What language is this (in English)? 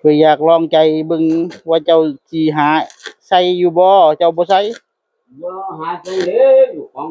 Northeastern Thai